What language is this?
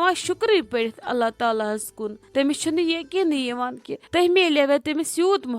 Kashmiri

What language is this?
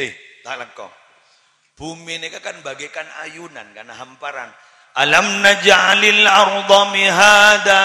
Madurese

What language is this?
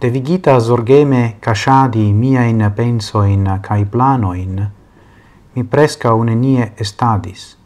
Esperanto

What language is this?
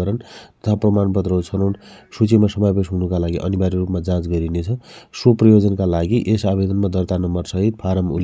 Nepali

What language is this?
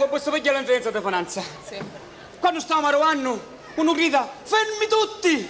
Sicilian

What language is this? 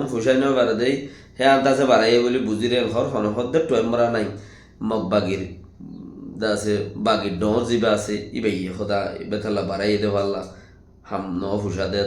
Rohingya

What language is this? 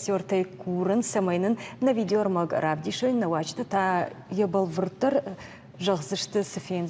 Ossetic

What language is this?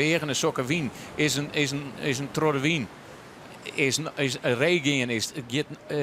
Western Frisian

